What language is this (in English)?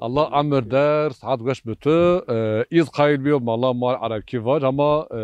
Zaza